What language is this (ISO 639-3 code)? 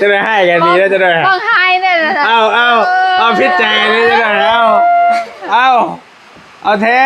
tts